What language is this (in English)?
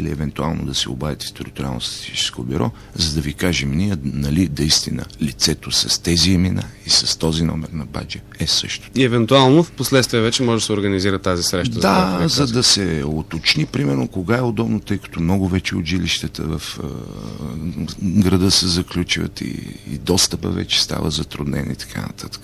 Bulgarian